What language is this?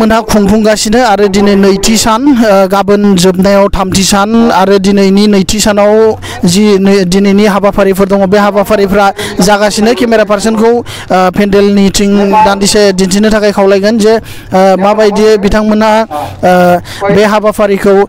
Bodo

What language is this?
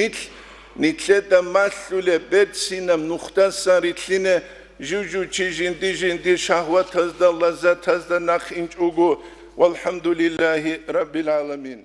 Avaric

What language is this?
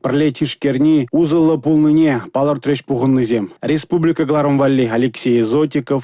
Chuvash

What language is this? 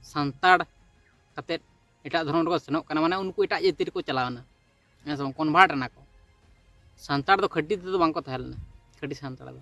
Santali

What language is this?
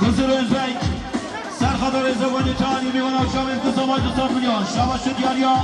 Kurdish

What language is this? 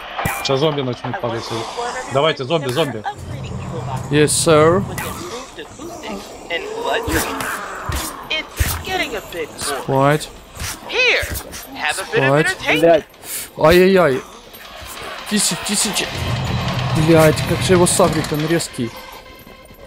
Russian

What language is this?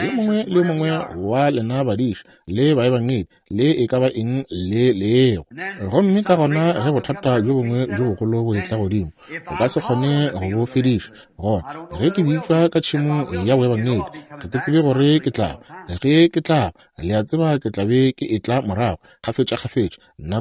Northern Sotho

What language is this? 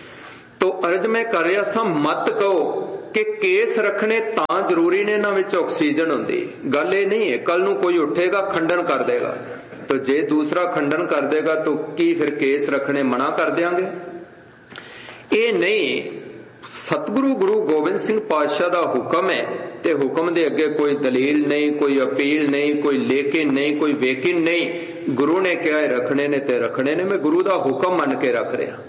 Punjabi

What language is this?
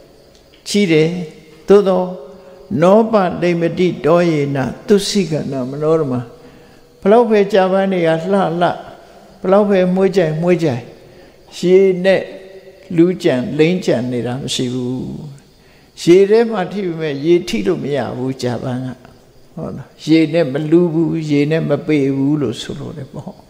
Burmese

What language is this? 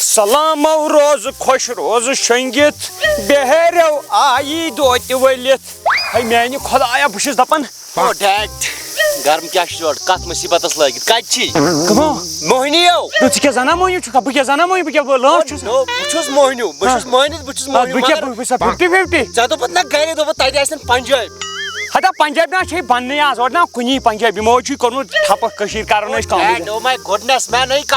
Kashmiri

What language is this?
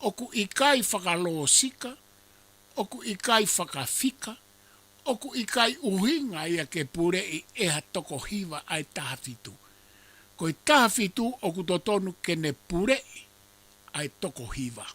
Tongan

